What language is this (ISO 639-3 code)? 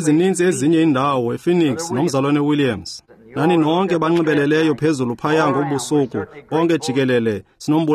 xho